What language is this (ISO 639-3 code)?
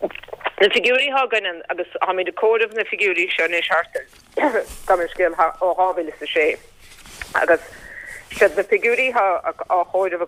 gle